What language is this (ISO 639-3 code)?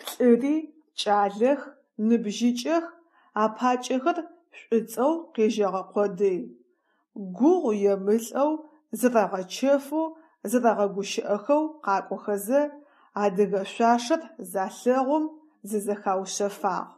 ady